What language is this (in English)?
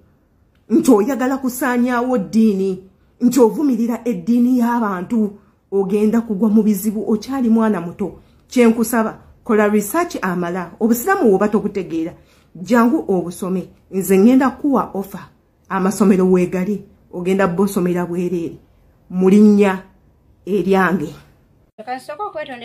Ganda